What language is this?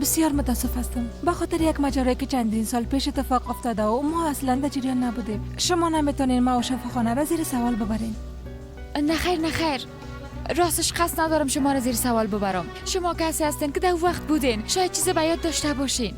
Persian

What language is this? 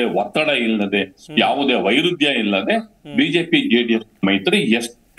Kannada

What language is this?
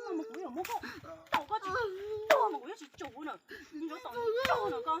Hmong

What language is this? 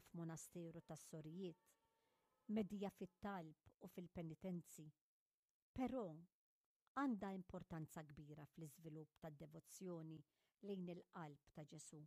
Maltese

